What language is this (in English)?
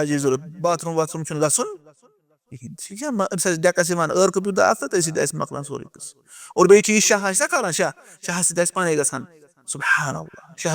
Kashmiri